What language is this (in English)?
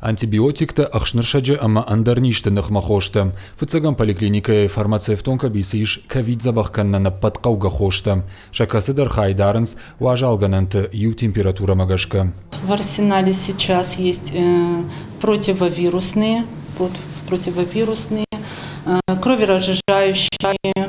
Ossetic